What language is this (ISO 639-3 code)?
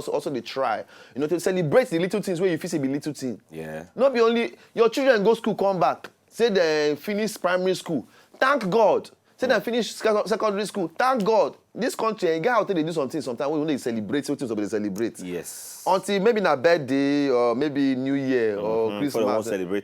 pcm